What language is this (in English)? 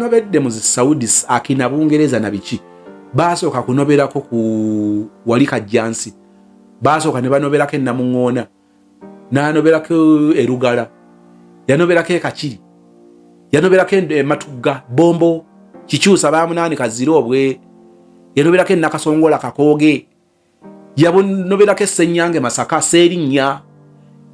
Ganda